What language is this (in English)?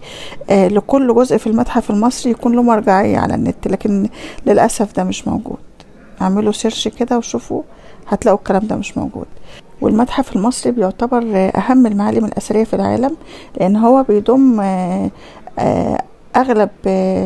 Egyptian Arabic